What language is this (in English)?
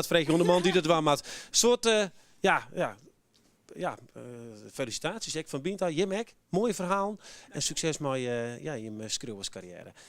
Western Frisian